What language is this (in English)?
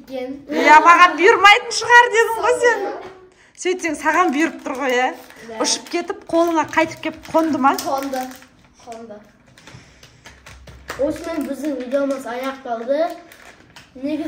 Kazakh